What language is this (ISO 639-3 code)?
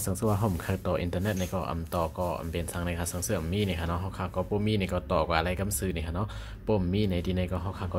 shn